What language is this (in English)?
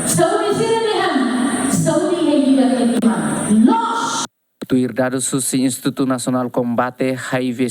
Tetum